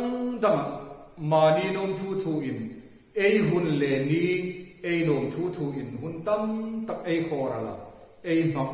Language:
Hmar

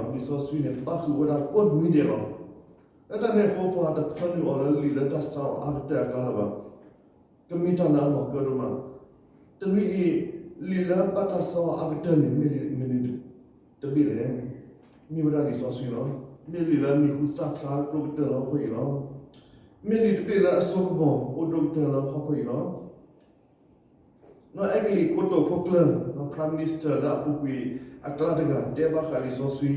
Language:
S'gaw Karen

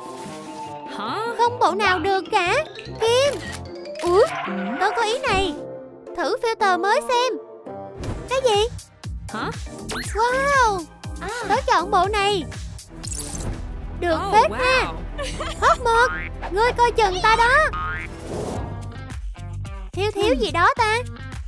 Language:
Vietnamese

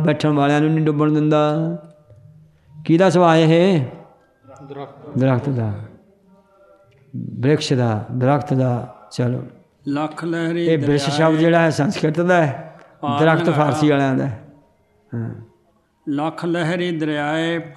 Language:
Punjabi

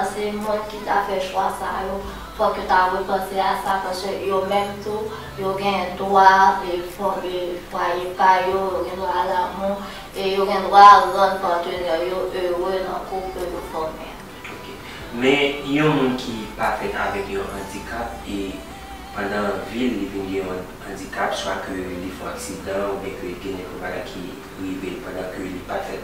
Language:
Haitian Creole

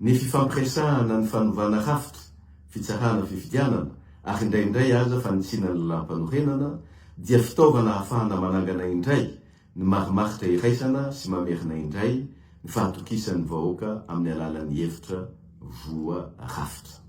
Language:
Malagasy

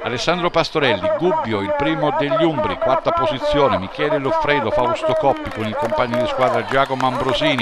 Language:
Italian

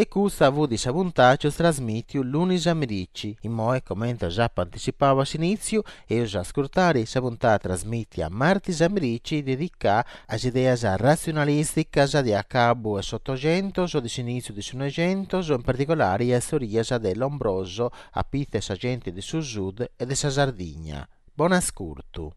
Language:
Sardinian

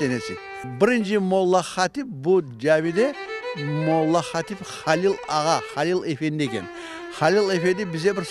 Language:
Crimean Tatar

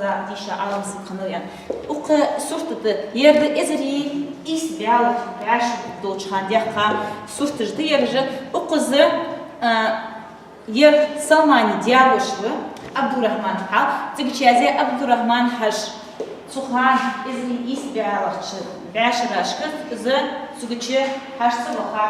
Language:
Ingush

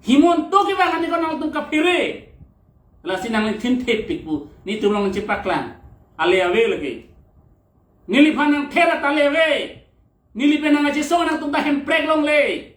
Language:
Karbi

